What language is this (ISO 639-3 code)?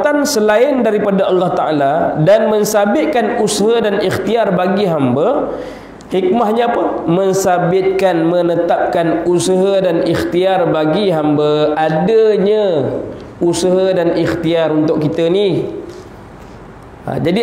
msa